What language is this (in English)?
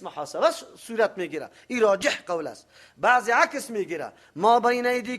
Persian